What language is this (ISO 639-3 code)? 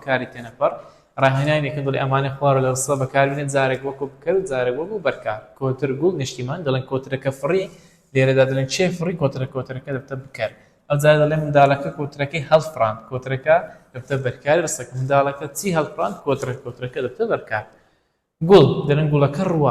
ckb